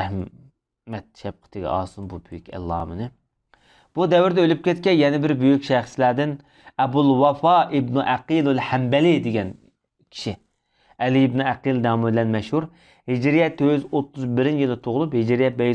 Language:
Uyghur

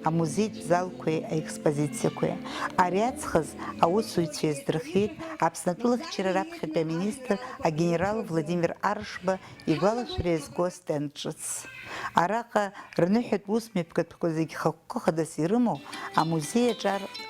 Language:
Abkhazian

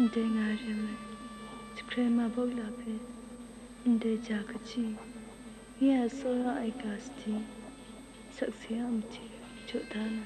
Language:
Kachin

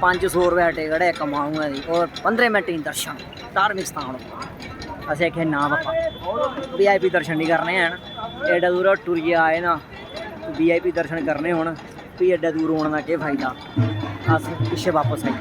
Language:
Dogri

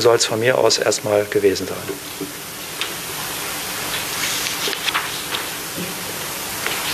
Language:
German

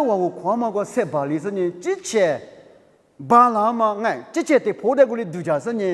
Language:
Lisu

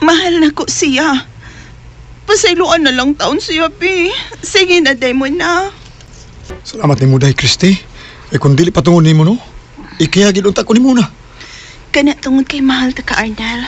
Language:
Cebuano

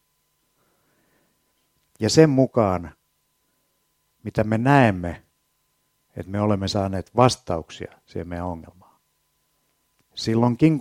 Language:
Finnish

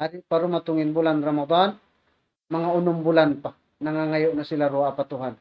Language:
Tausug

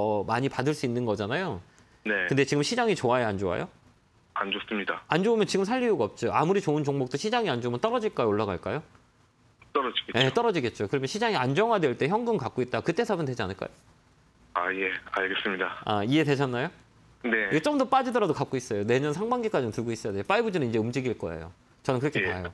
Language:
Korean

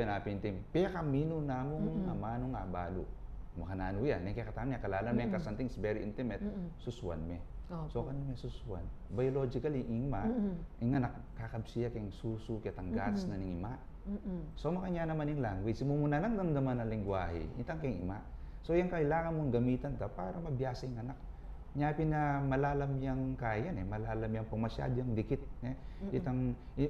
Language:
Pampanga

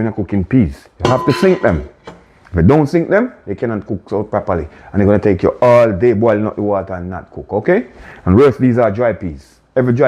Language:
Jamaican Creole English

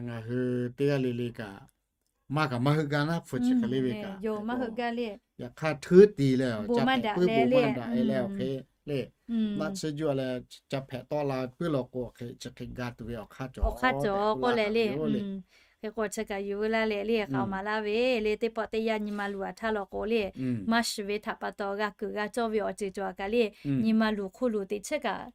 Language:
Lahu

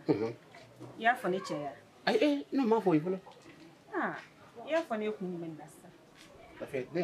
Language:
Shona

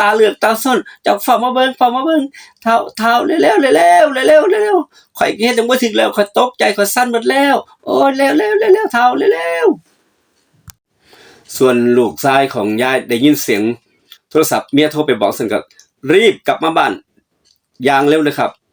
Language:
Northeastern Thai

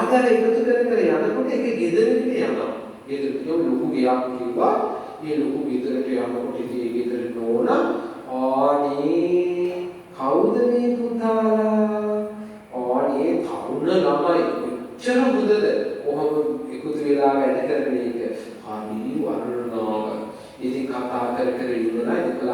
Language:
Sinhala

